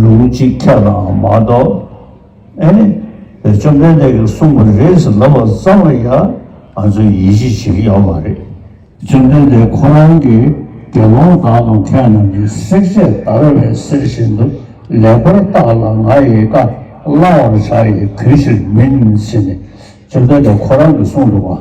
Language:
Tibetan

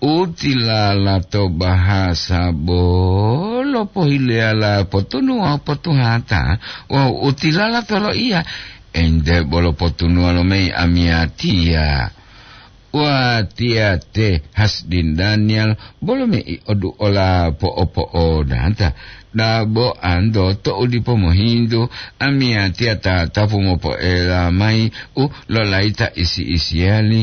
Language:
Gorontalo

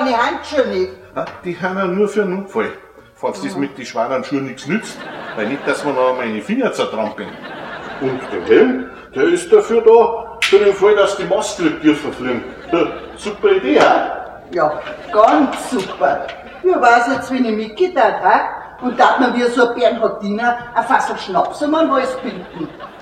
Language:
Bavarian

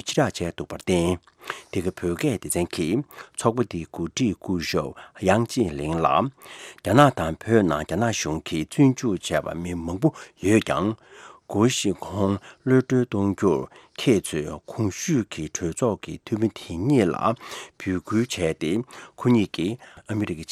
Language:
Tibetan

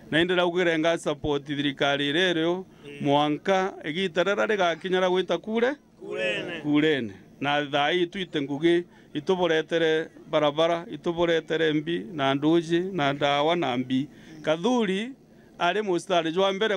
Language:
Meru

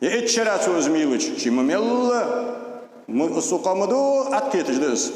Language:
Ingush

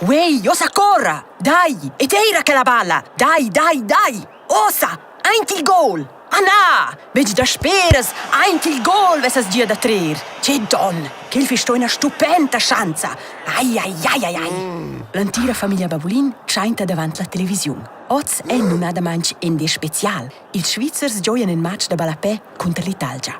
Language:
Romansh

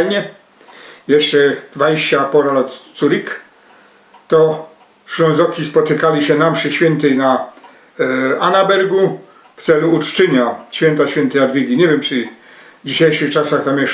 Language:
Silesian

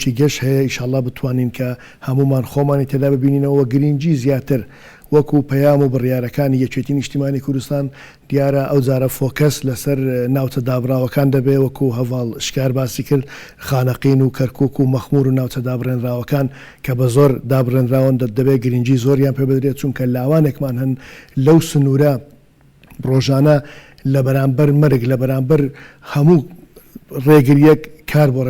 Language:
Central Kurdish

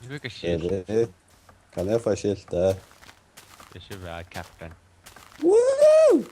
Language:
Faroese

